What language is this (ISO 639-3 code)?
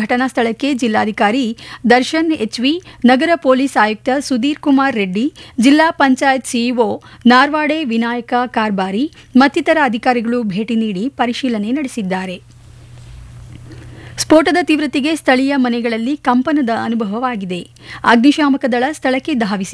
kan